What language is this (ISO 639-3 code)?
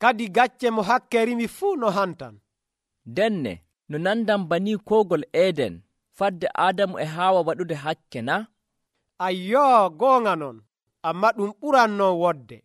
fuv